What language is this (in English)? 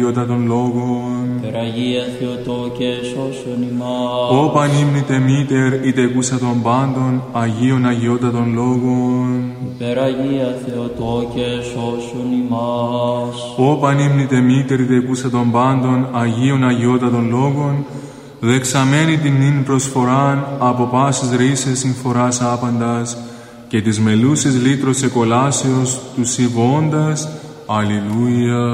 Greek